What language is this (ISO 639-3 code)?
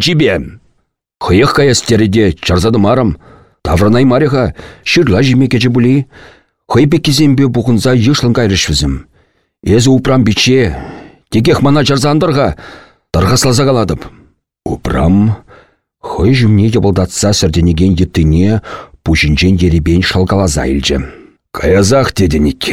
chv